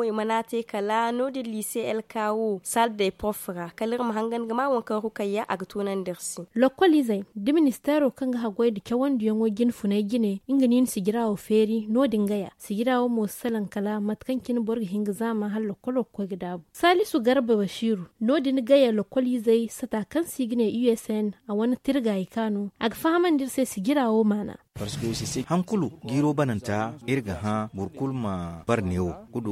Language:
Zarma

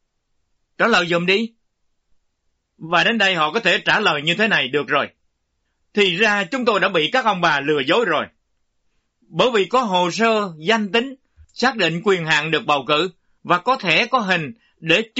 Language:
Vietnamese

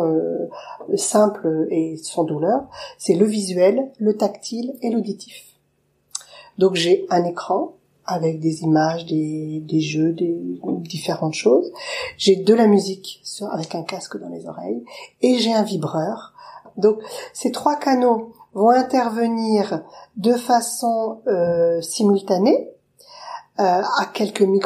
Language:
French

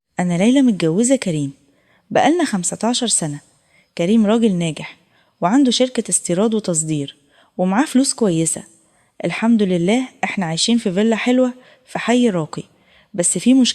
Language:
Egyptian Arabic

